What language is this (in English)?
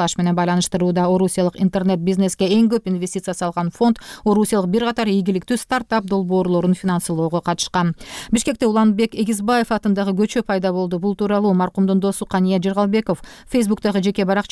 Kyrgyz